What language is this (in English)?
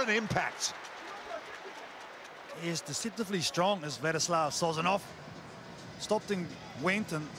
English